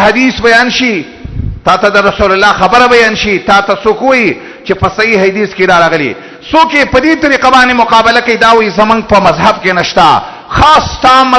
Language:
Pashto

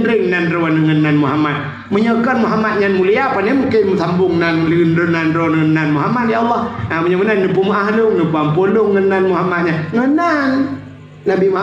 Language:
Achinese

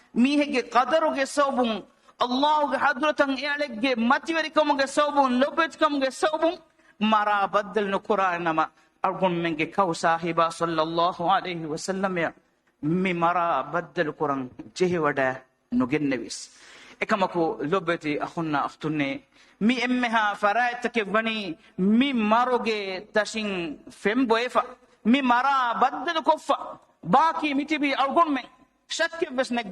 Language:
Divehi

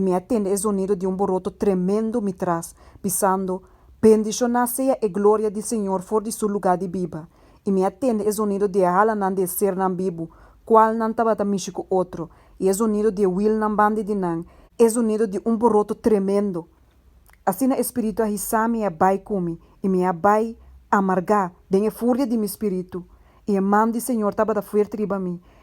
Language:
Papiamento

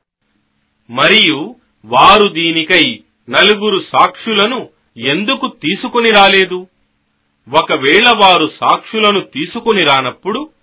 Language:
Telugu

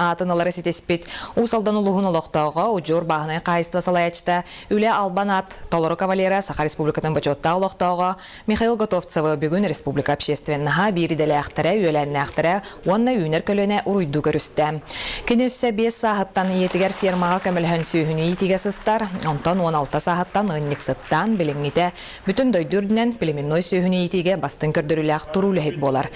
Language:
Yakut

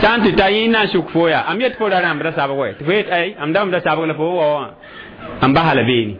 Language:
Mossi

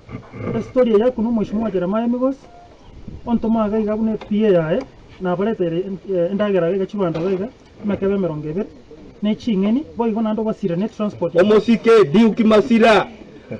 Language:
Gusii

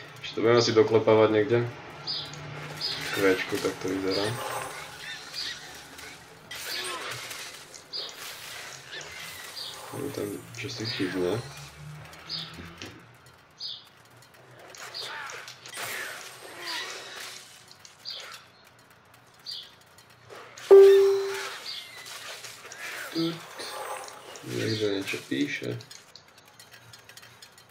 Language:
Slovak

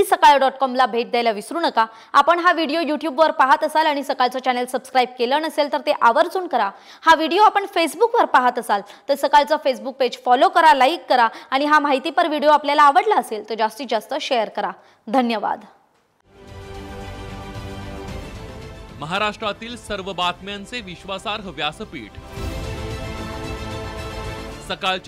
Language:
Marathi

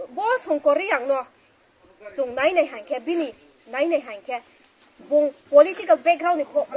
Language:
Riang (India)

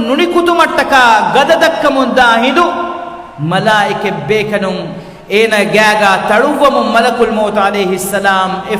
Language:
Divehi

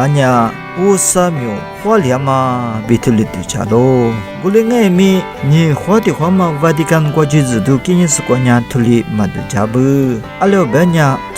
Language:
Lisu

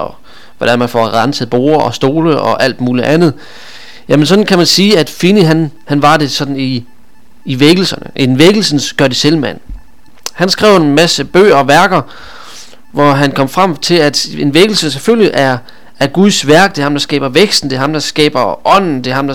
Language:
Danish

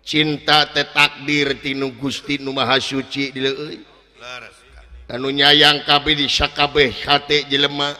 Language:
Sundanese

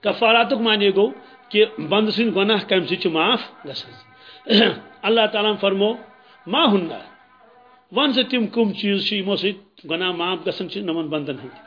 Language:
Kashmiri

